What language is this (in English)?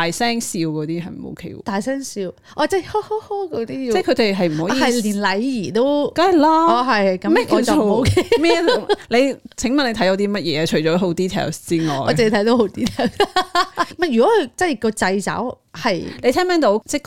Cantonese